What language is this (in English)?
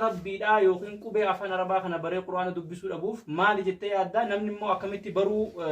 Oromo